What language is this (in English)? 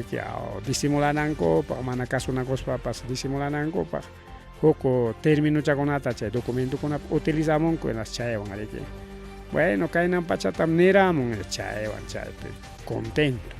Ayacucho Quechua